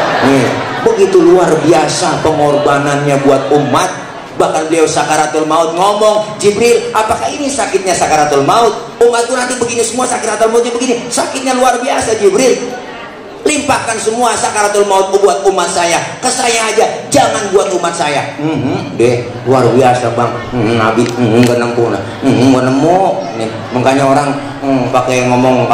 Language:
Betawi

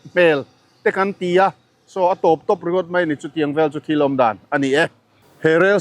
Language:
Mizo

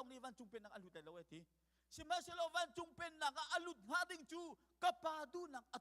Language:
Hakha Chin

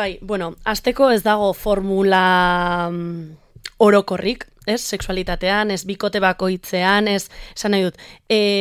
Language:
Basque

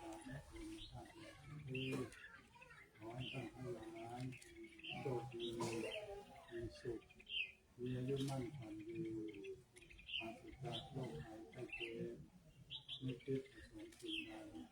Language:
Pali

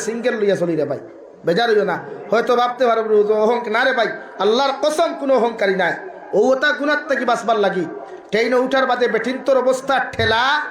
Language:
Sylheti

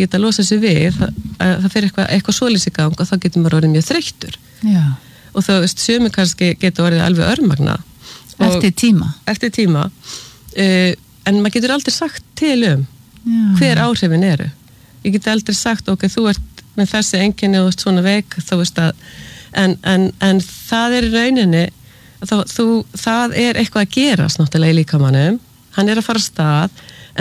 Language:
Icelandic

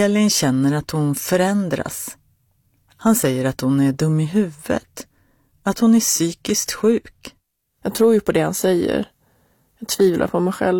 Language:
Swedish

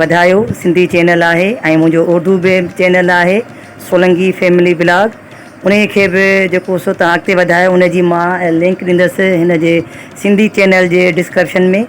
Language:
Sindhi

